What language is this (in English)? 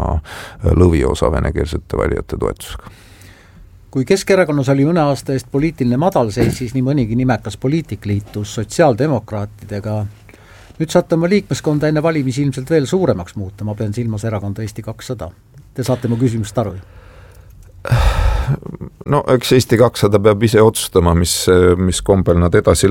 Estonian